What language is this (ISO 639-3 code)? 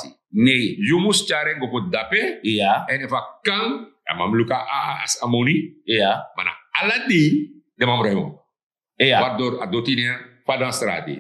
srn